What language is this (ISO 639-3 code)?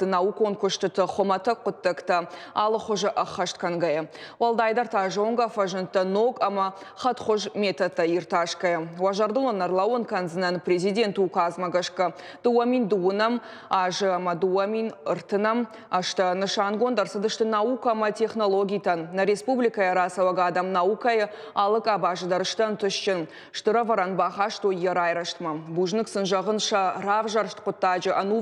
oss